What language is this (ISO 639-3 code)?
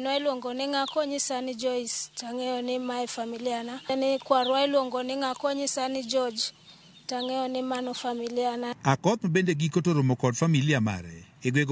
luo